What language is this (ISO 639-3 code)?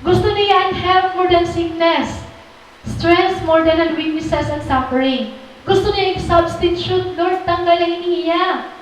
war